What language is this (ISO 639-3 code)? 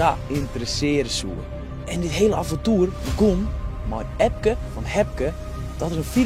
fry